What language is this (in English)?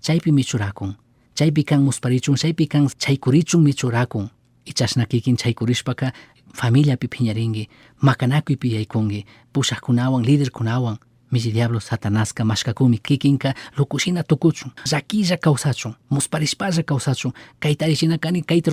Chimborazo Highland Quichua